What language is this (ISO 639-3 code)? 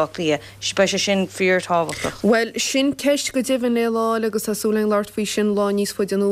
gle